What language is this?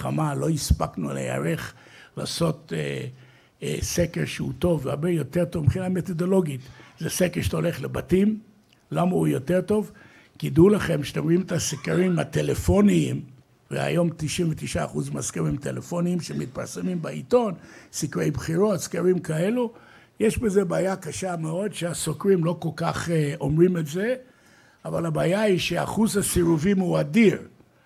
Hebrew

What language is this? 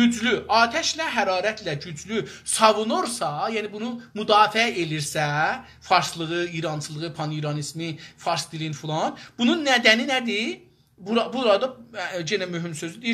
South Azerbaijani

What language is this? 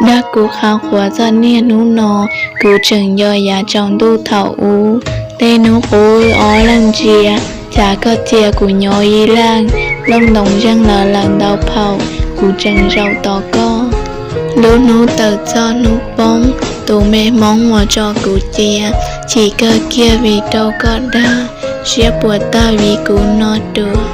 Hmong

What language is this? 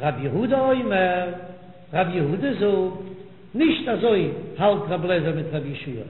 Yiddish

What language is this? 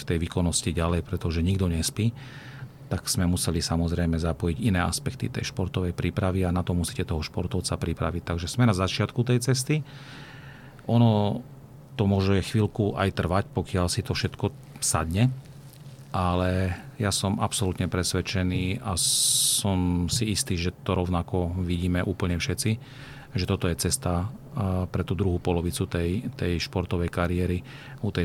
Slovak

